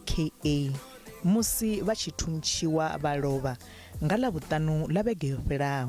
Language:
Venda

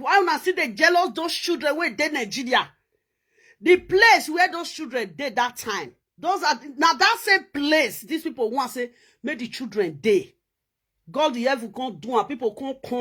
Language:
Nigerian Pidgin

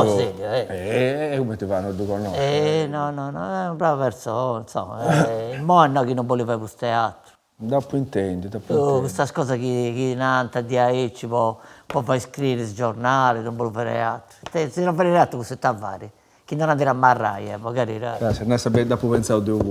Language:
Sardinian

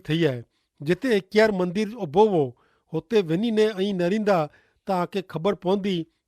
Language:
Kachhi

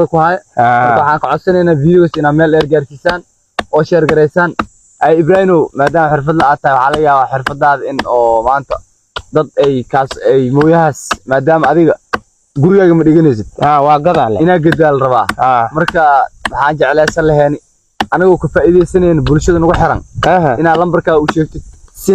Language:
Somali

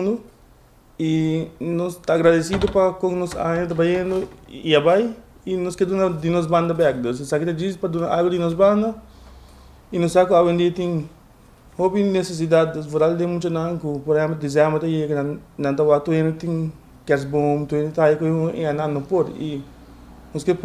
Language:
Papiamento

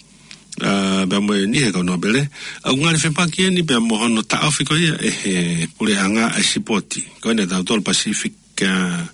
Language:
Tongan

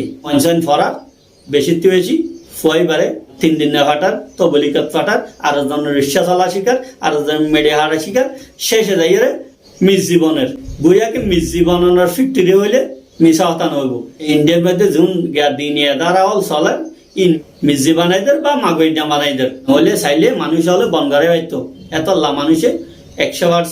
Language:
Rohingya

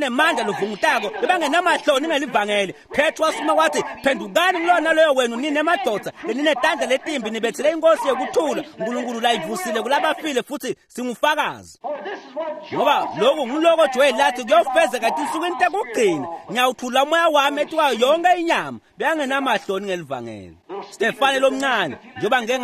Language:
Swati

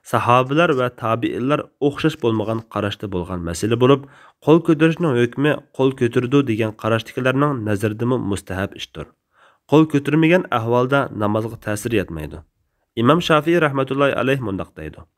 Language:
Uyghur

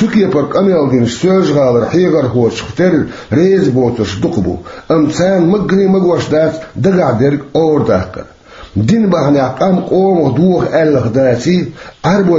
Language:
Chechen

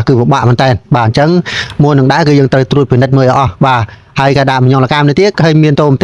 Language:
Khmer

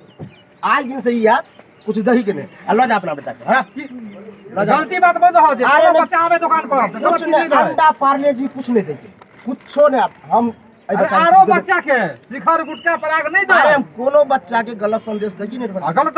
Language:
Maithili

